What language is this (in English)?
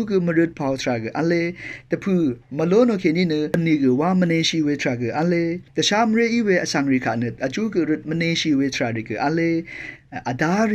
Rawang